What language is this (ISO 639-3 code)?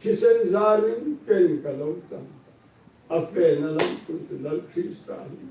hmr